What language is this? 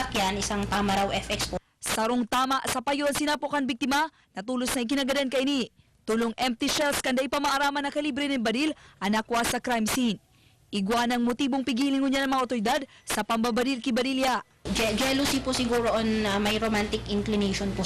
Bikol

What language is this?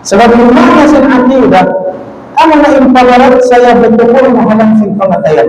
Tausug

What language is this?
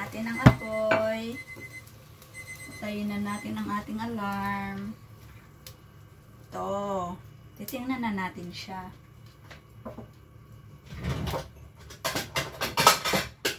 Filipino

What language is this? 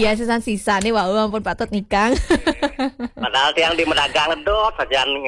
Balinese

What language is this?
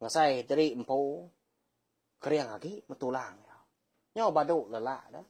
Iban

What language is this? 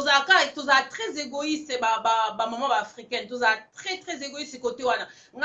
Lingala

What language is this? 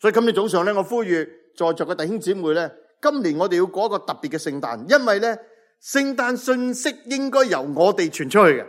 Cantonese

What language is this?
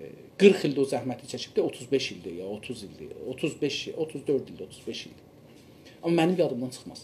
South Azerbaijani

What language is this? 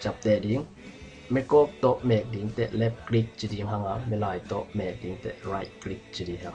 Tedim Chin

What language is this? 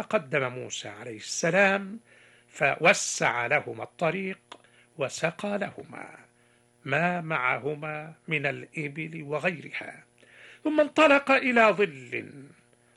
Arabic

